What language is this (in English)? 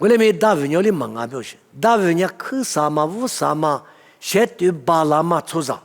Lisu